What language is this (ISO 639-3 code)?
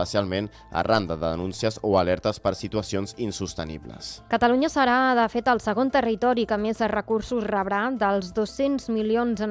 cat